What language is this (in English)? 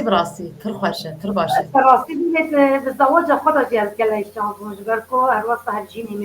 Kurdish